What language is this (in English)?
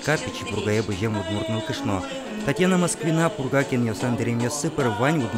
Udmurt